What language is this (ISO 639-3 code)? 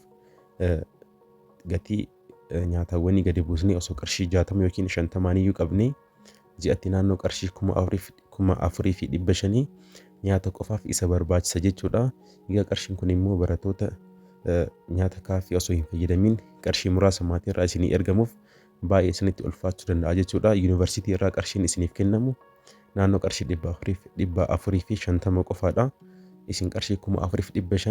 orm